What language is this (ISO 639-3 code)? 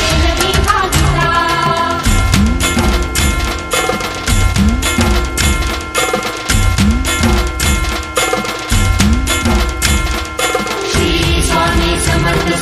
mar